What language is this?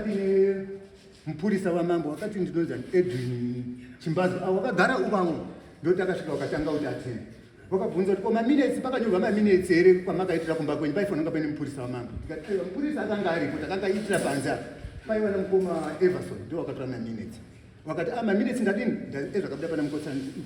Shona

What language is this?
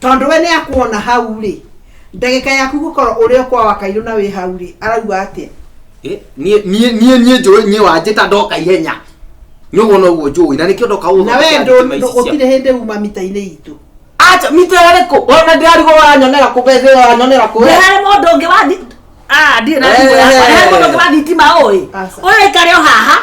Kikuyu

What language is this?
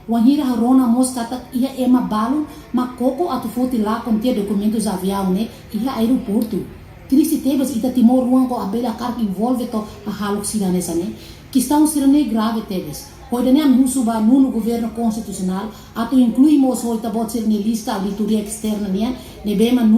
Tetum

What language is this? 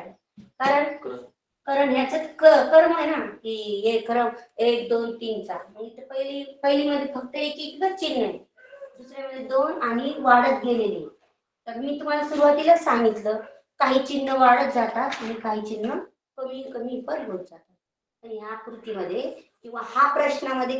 Marathi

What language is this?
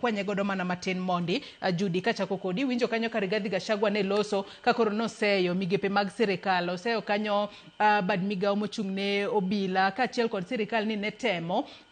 Luo (Kenya and Tanzania)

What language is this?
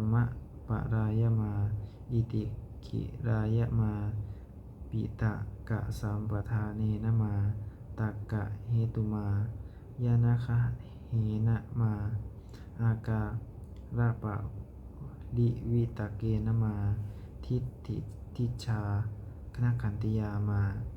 Pali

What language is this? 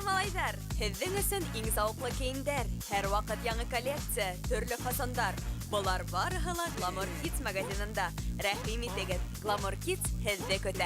Bashkir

